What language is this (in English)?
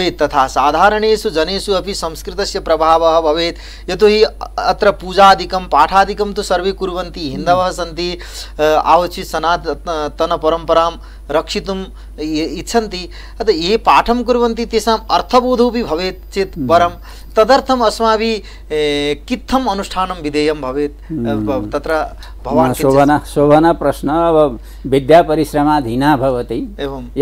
Sanskrit